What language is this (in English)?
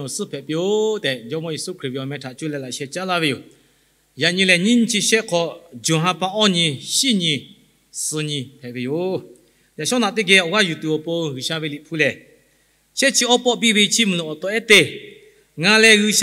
Lahu